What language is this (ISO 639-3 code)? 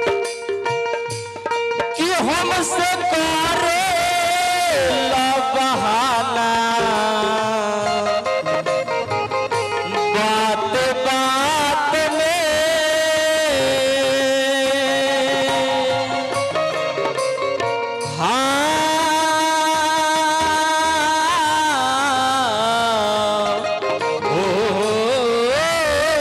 bho